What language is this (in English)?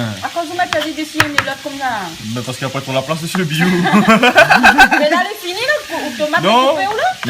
Réunion Creole French